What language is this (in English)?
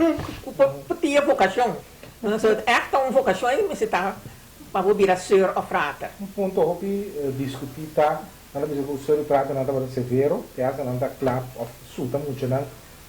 Papiamento